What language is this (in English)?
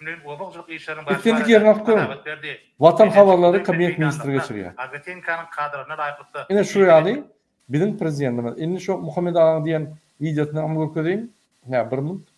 Turkmen